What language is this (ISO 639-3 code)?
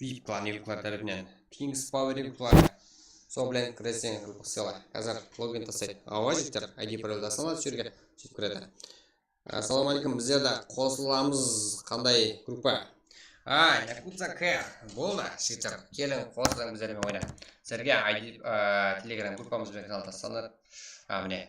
kaa